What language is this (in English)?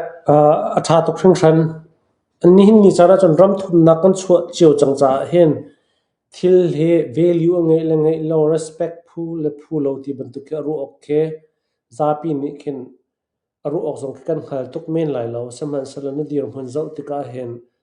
Hakha Chin